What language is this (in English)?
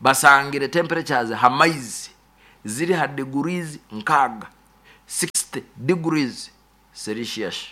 Nyoro